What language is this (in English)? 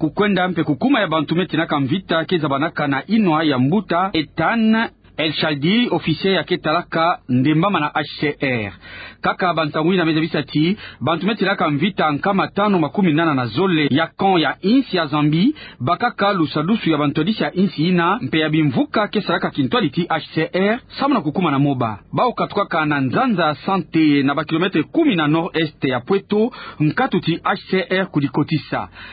Kituba (Democratic Republic of Congo)